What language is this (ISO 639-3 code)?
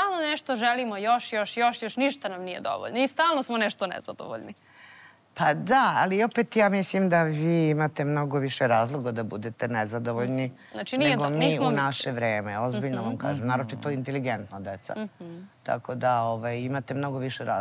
srp